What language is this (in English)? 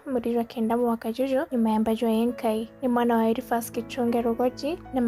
Meru